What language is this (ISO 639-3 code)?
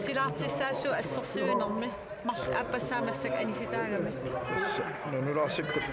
kal